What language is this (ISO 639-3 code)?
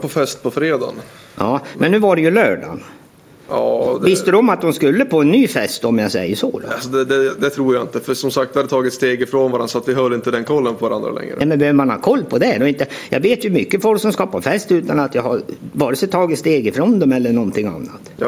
swe